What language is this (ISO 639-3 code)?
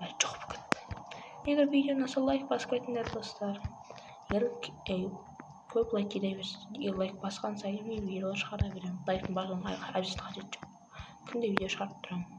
kaz